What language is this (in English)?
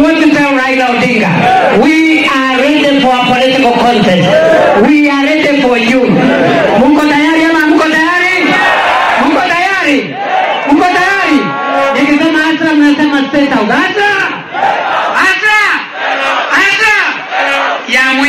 Swahili